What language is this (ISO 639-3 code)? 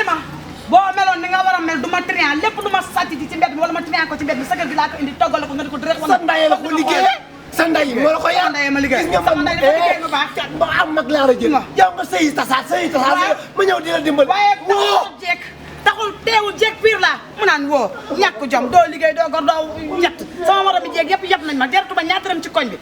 wol